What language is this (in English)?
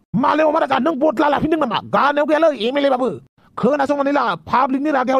Bodo